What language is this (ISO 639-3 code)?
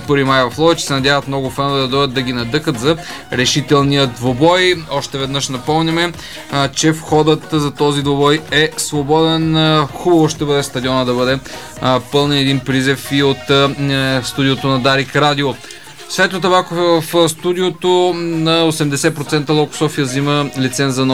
bul